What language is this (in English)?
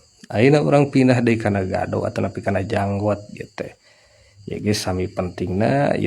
Sundanese